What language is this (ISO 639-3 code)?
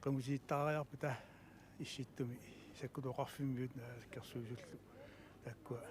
kal